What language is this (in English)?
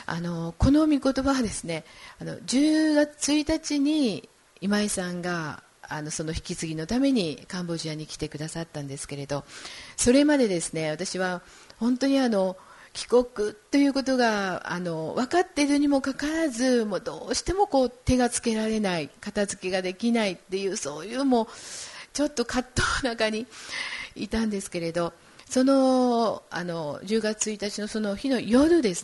Japanese